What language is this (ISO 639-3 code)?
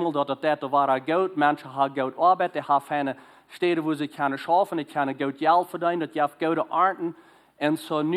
pdt